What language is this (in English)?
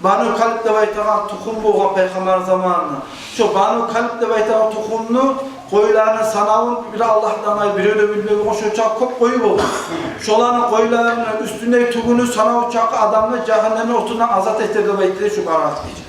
Kumyk